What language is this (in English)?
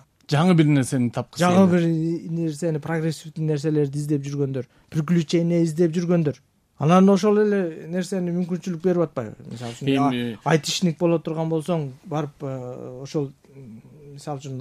Kyrgyz